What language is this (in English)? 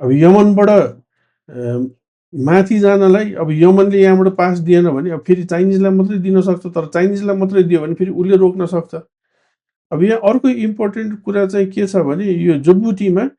Nepali